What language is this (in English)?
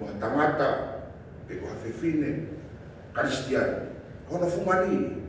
Tongan